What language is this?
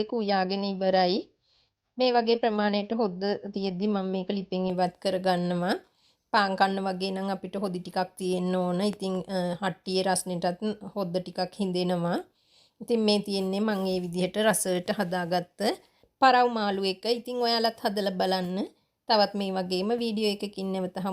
Sinhala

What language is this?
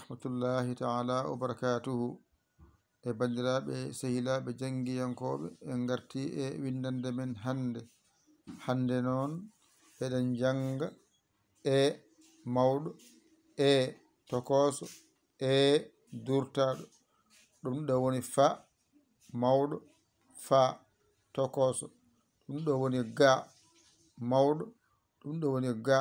Fula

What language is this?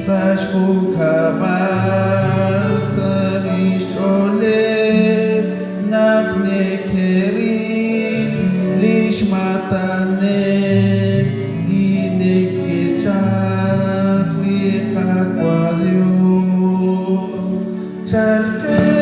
Kekchí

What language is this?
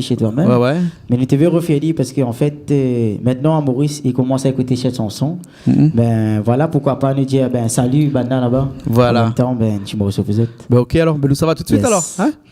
Réunion Creole French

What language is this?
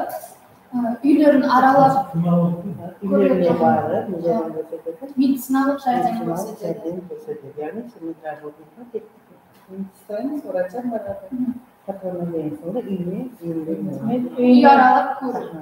Kara-Kalpak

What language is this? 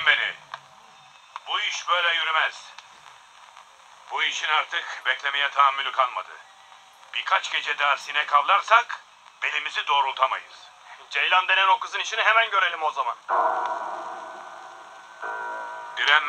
Turkish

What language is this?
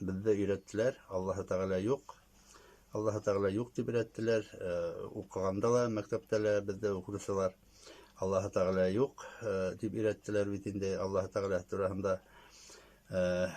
Bashkir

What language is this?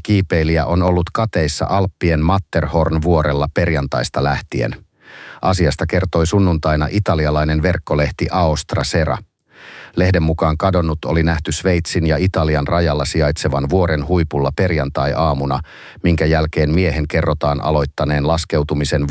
Finnish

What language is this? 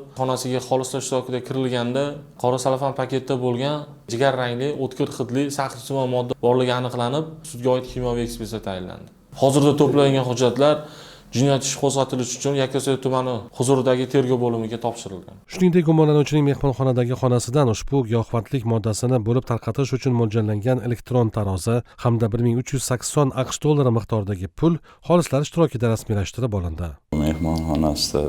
Uzbek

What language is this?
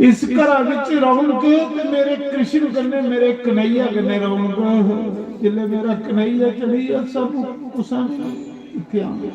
Dogri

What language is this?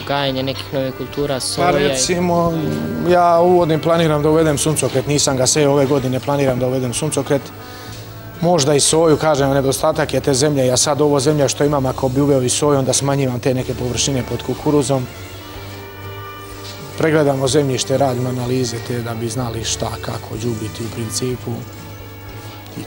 Serbian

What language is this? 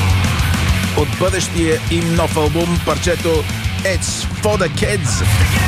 Bulgarian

